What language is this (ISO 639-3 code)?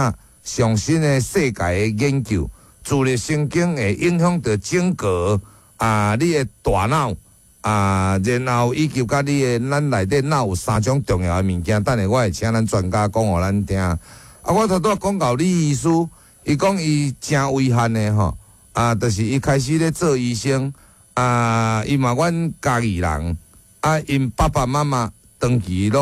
nan